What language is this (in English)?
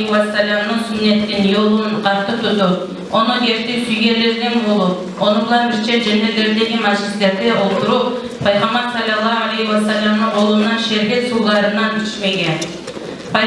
Kumyk